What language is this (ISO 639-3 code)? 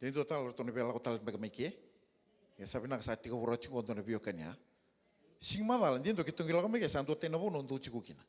fij